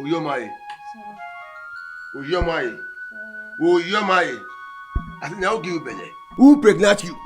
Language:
Nigerian Pidgin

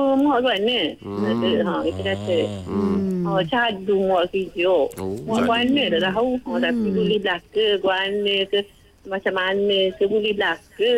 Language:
Malay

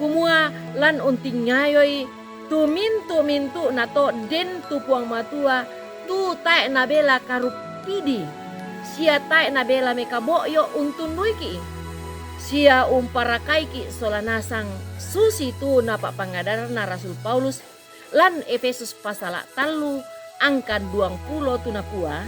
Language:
Toraja-Sa'dan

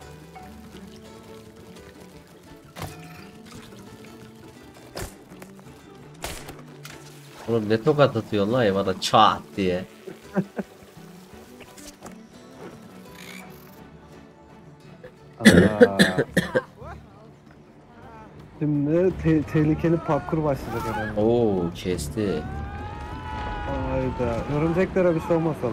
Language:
Turkish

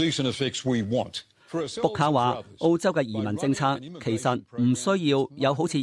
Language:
Cantonese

